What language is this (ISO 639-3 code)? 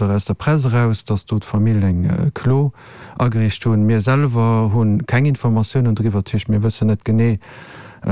ltz